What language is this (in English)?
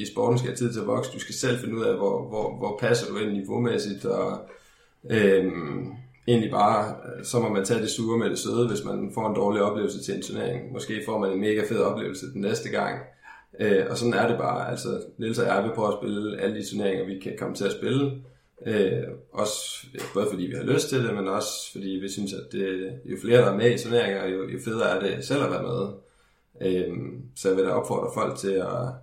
Danish